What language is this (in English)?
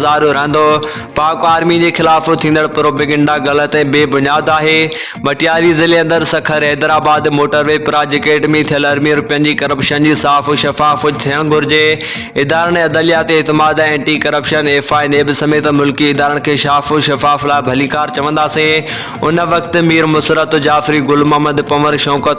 Sindhi